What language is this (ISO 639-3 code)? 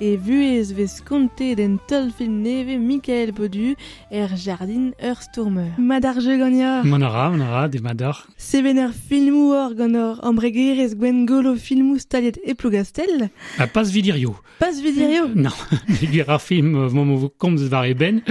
bre